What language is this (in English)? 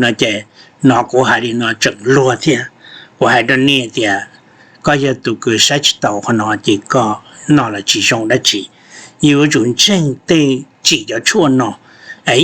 Hmong